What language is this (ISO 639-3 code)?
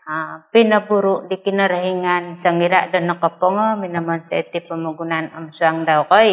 dtp